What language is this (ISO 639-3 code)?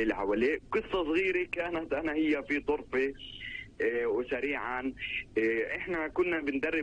apc